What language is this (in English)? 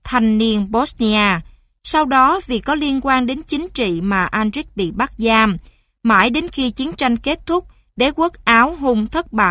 Vietnamese